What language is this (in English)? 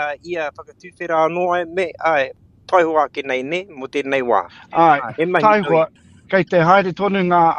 Māori